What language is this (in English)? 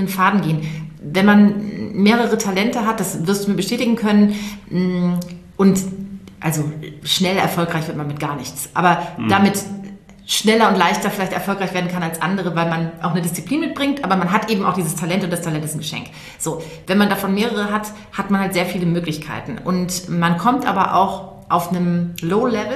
German